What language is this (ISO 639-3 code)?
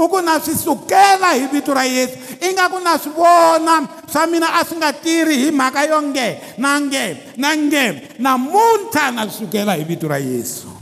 tso